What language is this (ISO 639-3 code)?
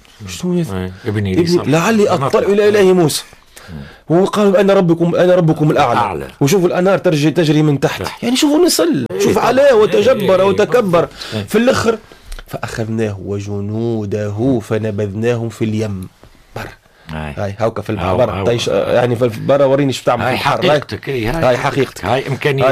aeb